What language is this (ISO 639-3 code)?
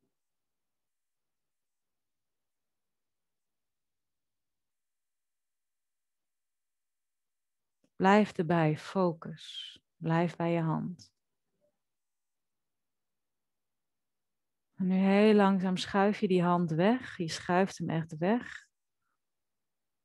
nld